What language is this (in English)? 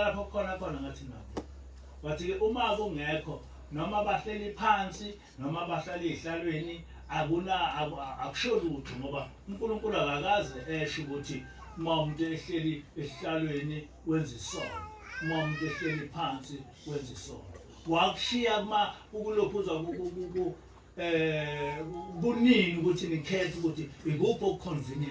Zulu